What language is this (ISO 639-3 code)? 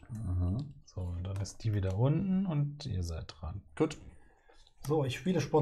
deu